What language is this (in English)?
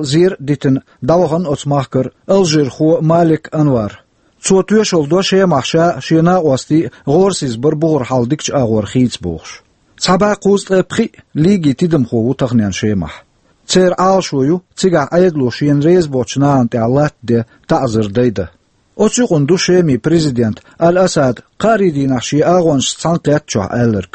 Chechen